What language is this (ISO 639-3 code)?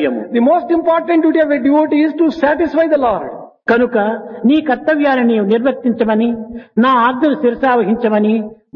tel